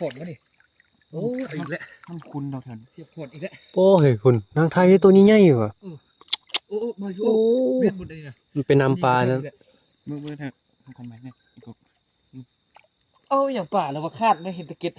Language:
Northeastern Thai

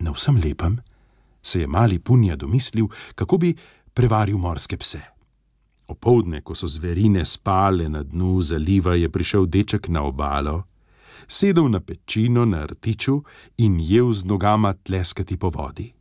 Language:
Slovenian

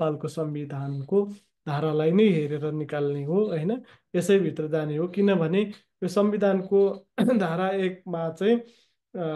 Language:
Nepali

